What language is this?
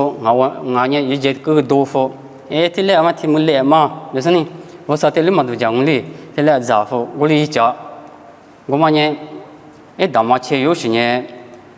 Lisu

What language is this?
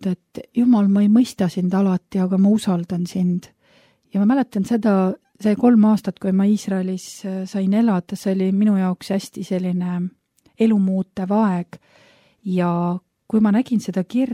Estonian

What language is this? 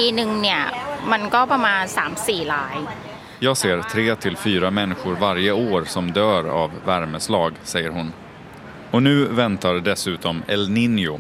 Swedish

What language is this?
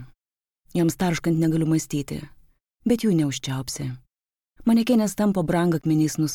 Lithuanian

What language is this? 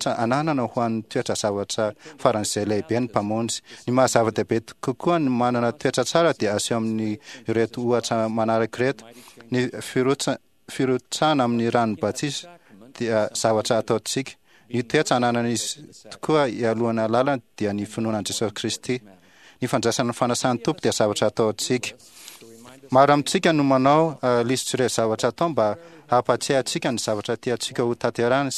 Malagasy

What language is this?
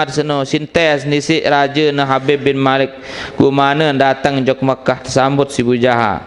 Sasak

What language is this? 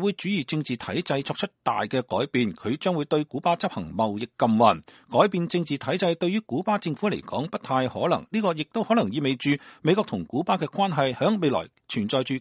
Cantonese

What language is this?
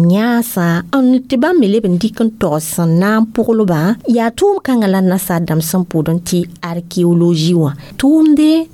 Mossi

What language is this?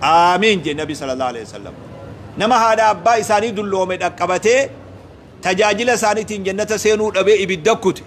Oromo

